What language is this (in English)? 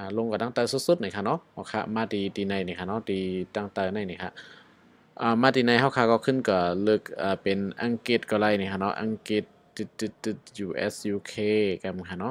Shan